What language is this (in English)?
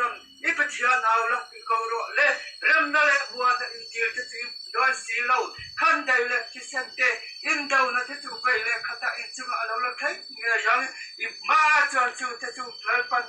Mizo